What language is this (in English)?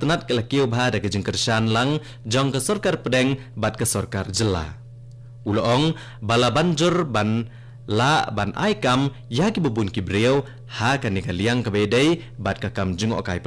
Khasi